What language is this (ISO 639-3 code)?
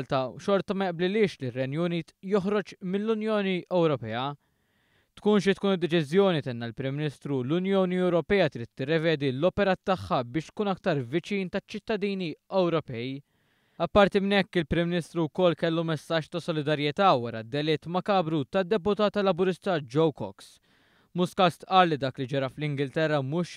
mlt